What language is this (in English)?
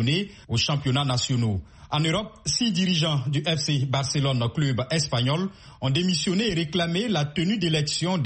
French